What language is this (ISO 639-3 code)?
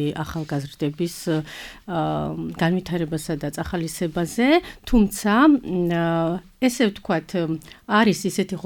kat